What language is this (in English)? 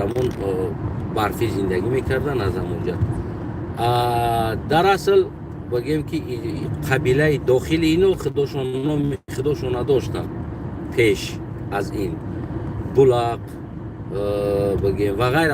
Tajik